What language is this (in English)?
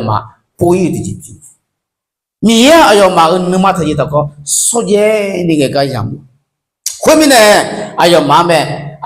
Akha